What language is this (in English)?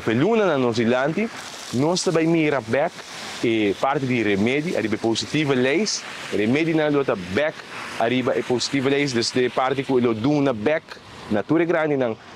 Papiamento